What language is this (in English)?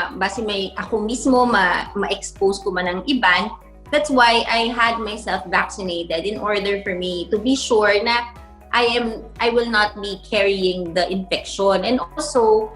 Hiligaynon